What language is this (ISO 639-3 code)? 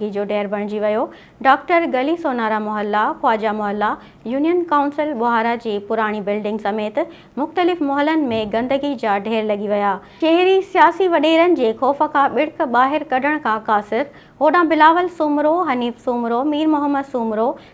snd